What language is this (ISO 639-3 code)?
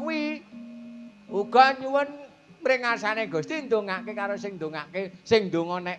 jav